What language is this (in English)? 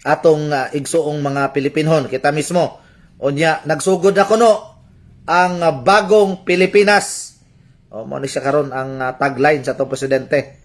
Cebuano